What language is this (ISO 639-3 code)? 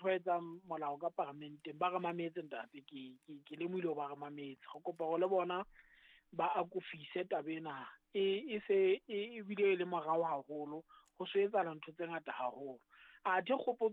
sot